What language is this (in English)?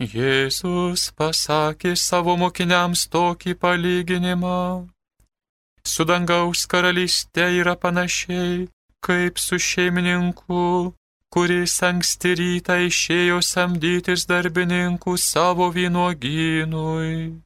Lithuanian